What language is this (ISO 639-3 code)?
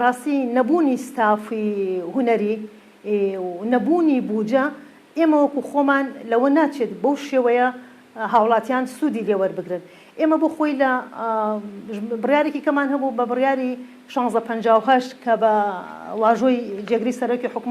ckb